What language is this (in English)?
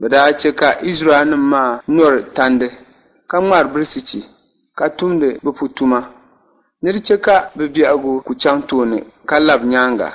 Dagbani